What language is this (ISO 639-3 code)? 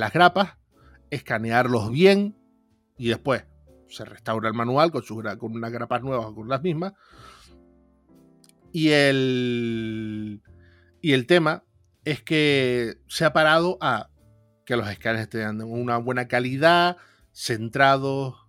spa